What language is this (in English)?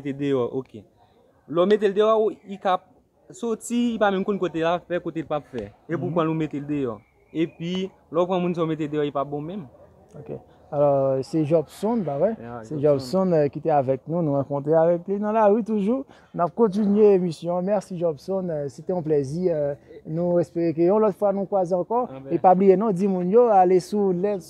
Haitian Creole